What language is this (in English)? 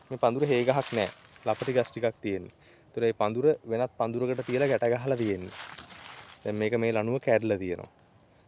Sinhala